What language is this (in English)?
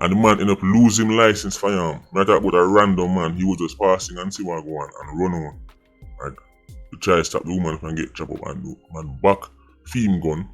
Jamaican Creole English